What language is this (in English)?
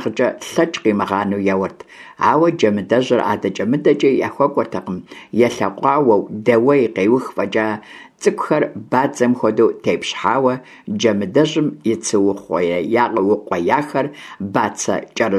Kabardian